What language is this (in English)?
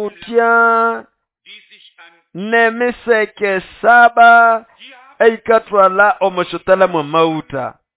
Nande